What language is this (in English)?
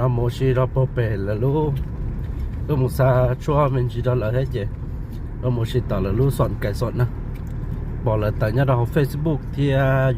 Hmong